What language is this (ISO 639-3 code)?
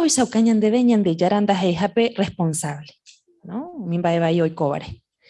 grn